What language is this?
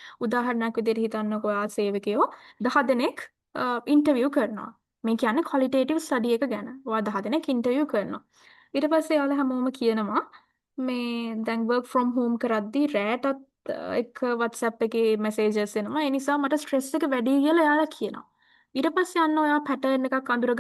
Sinhala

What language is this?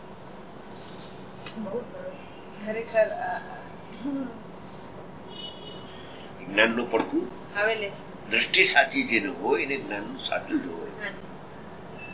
Gujarati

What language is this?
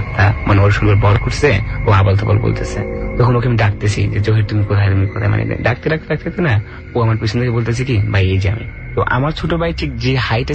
Bangla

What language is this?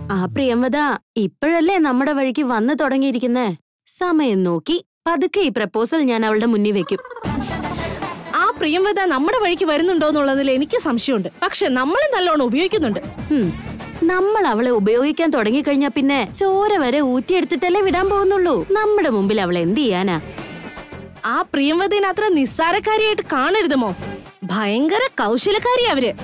Malayalam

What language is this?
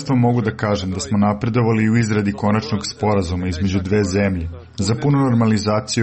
Serbian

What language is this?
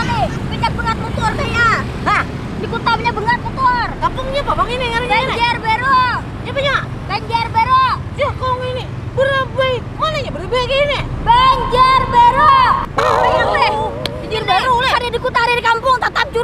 Banjar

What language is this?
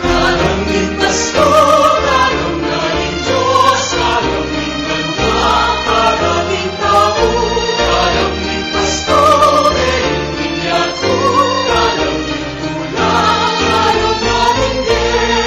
Pampanga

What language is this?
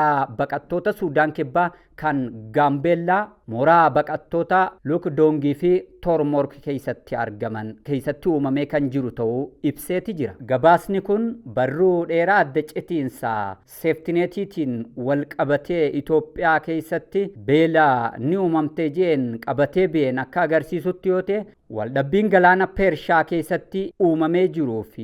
Oromo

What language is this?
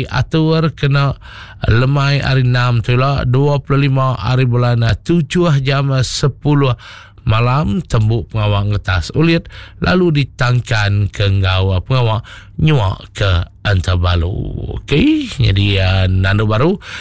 Iban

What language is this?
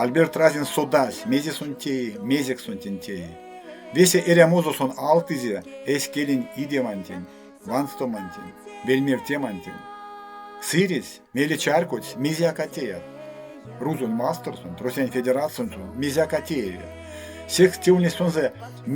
Erzya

